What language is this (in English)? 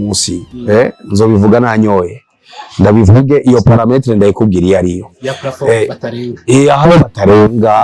Rundi